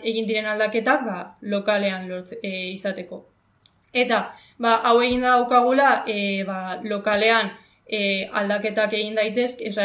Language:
Basque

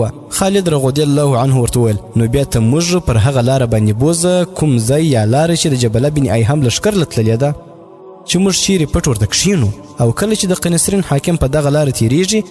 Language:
Pashto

